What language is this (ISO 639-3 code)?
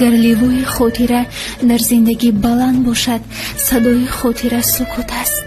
tgk